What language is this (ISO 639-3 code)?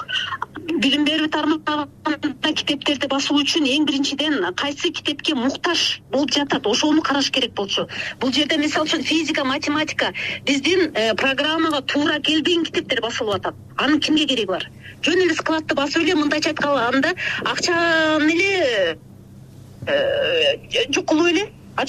kir